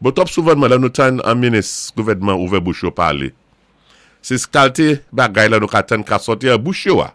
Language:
Saint Lucian Creole French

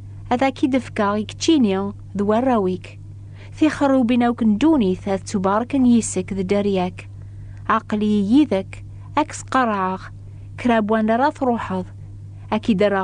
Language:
Kabyle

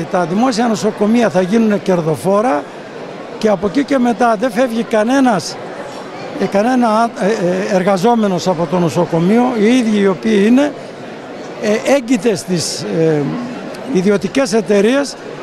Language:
Greek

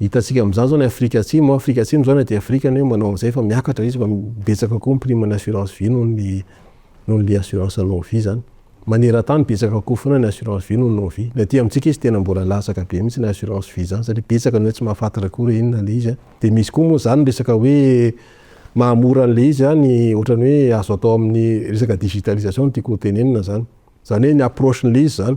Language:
Malagasy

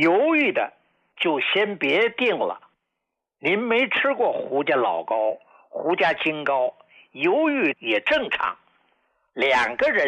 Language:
Chinese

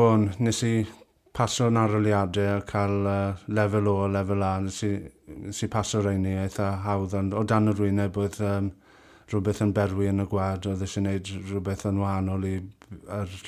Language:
Welsh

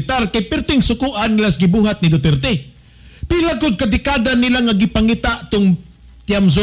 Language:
Cebuano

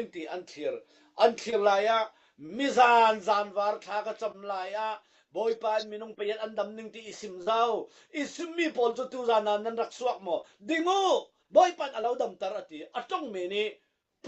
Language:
Falam Chin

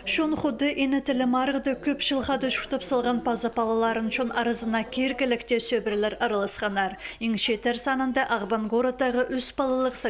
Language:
Khakas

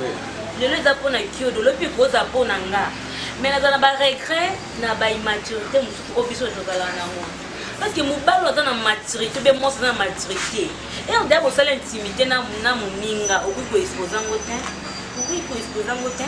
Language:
Lingala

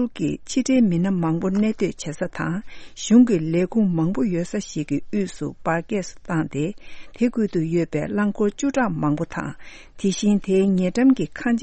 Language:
Tibetan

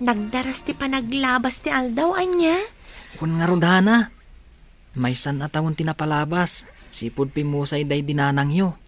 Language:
Iloko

